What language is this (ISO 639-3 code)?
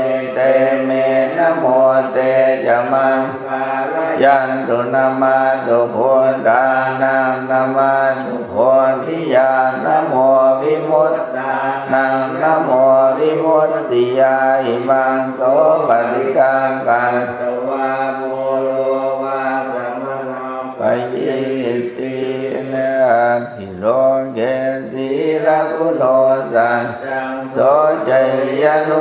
pli